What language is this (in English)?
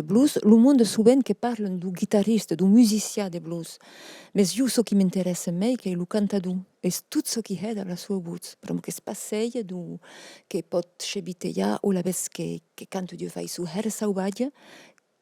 Occitan